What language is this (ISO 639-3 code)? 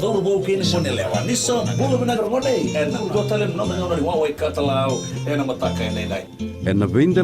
fij